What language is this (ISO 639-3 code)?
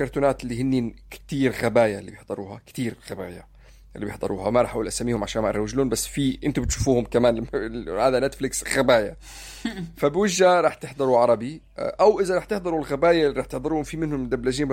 apc